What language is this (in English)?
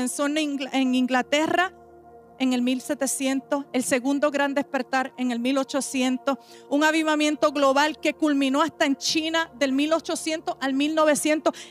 Spanish